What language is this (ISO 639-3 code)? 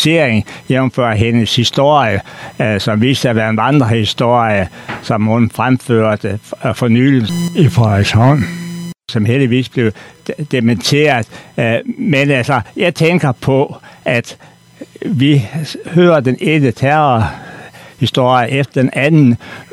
dan